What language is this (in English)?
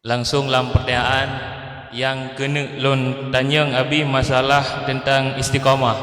Achinese